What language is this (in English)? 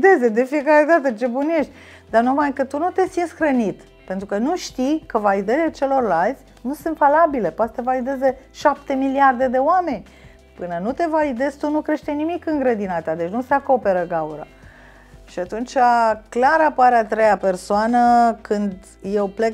Romanian